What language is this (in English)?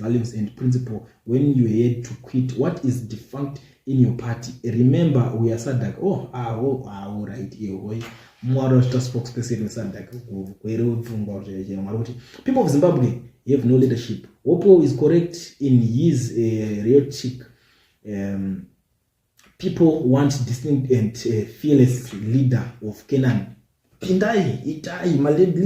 Shona